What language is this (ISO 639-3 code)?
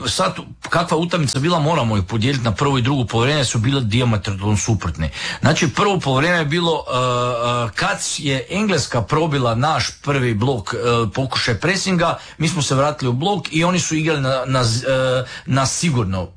hrv